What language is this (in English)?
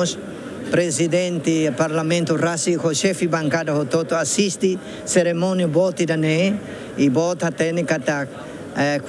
Tetum